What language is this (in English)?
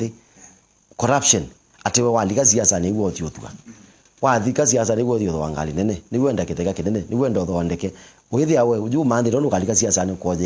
Kamba